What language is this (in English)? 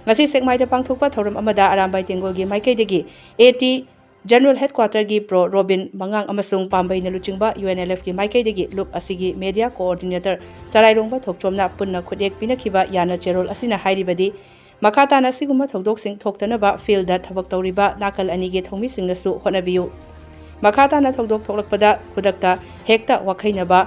Manipuri